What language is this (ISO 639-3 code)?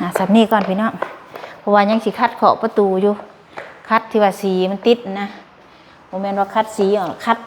lao